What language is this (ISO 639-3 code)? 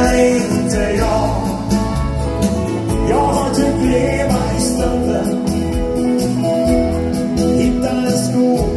swe